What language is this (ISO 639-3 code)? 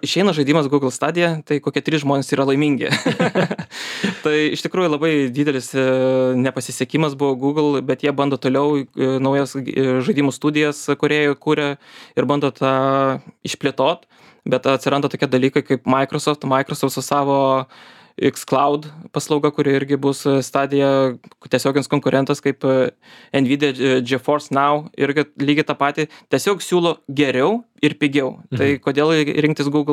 lit